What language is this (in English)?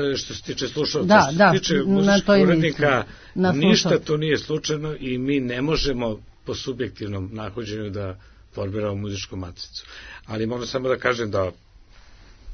Serbian